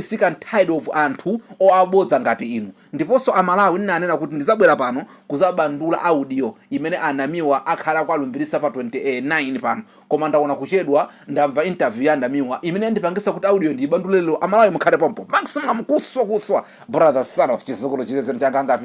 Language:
Nyanja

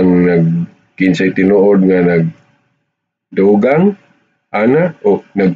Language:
Cebuano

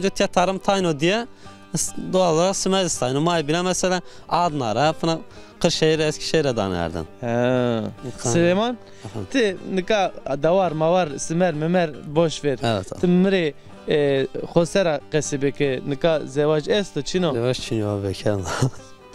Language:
Zaza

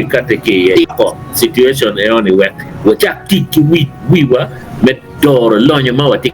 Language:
Acoli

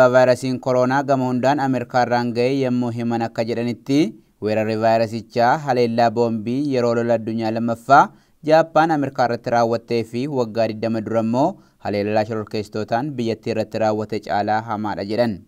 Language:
Oromo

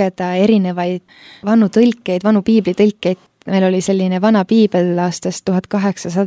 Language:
Estonian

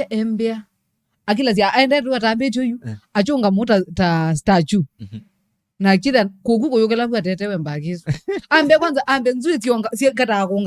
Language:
Kamba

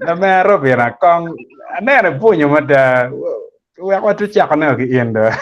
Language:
Acoli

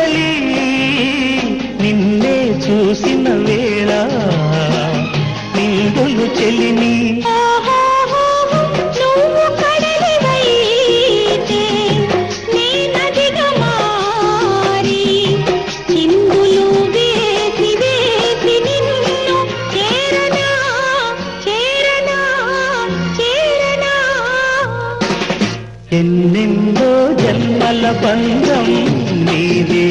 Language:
Telugu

